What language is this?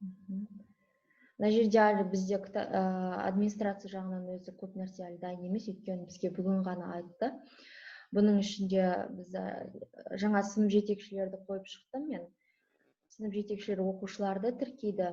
Kazakh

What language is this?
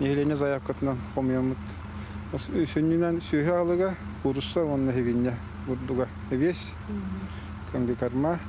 Yakut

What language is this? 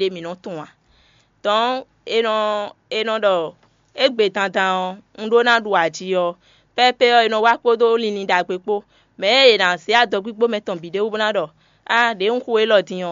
Fon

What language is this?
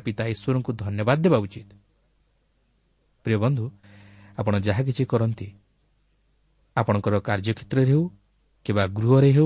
Odia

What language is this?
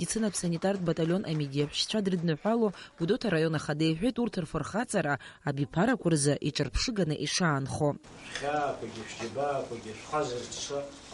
Abkhazian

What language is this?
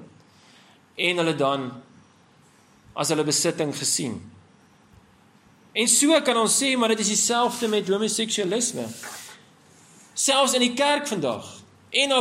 Afrikaans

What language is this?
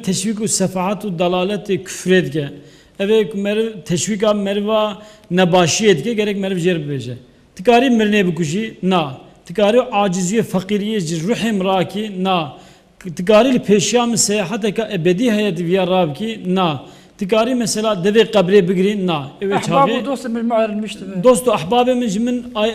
Kurdish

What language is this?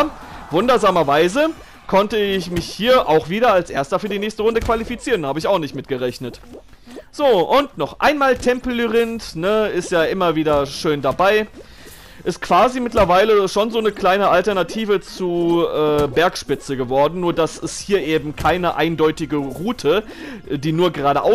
German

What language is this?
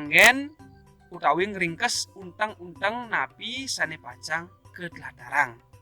Balinese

